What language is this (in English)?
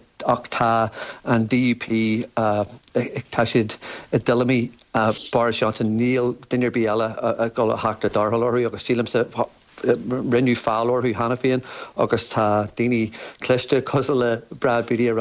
Irish